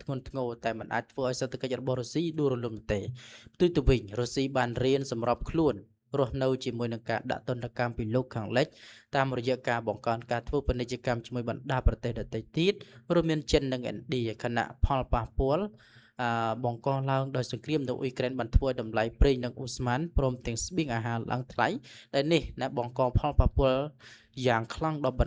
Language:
Khmer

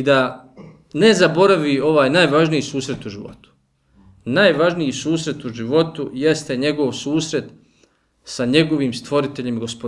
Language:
Bosnian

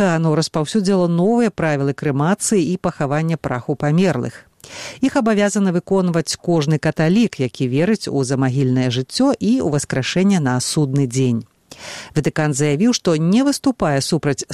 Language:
Belarusian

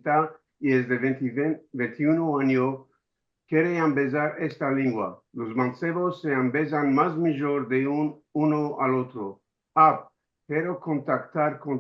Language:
Ladino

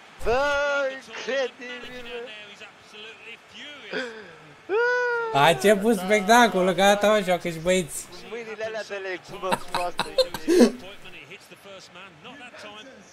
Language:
Romanian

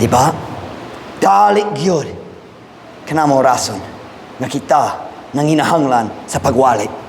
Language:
Cebuano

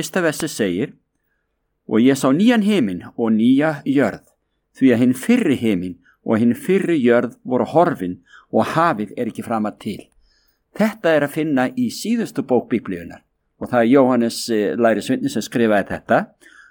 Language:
Icelandic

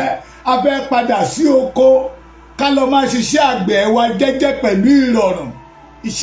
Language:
Yoruba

